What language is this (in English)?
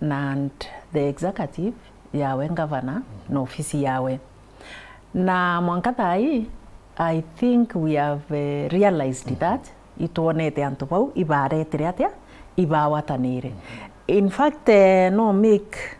Meru